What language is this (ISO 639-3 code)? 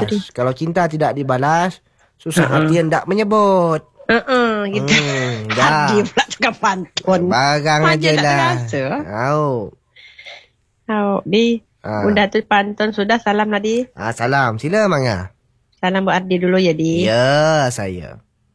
msa